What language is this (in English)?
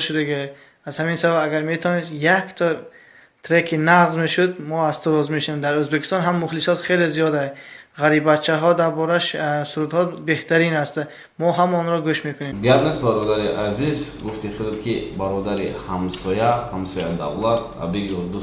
Tajik